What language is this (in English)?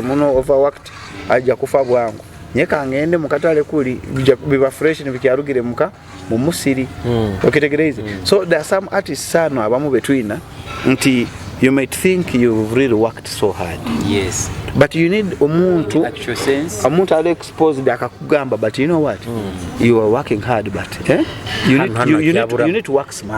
Nyoro